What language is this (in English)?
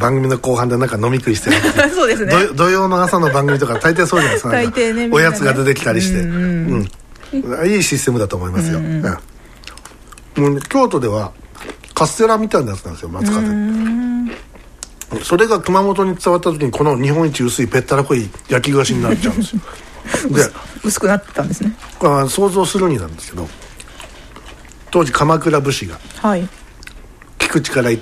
Japanese